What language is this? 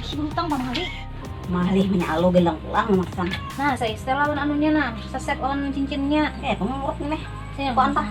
Banjar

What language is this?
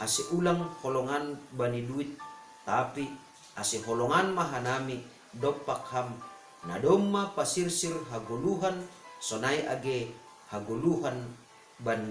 Batak Simalungun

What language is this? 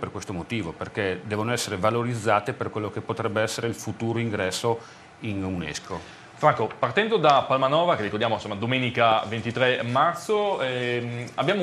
Italian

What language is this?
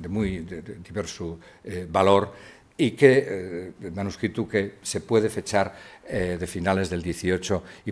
Asturian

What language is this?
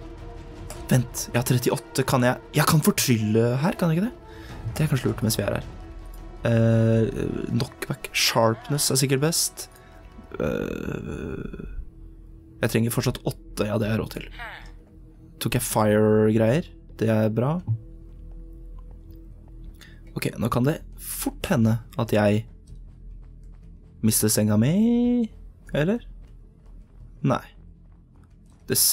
Norwegian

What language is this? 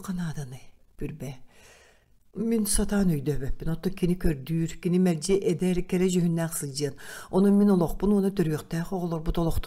Yakut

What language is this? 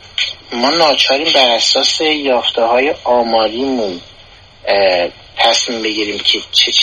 Persian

